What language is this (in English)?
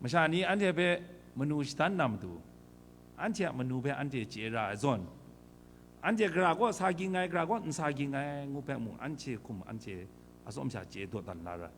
Kachin